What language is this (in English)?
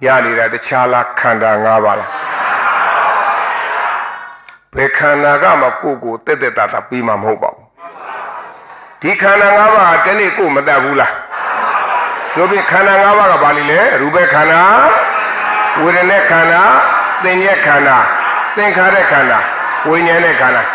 Burmese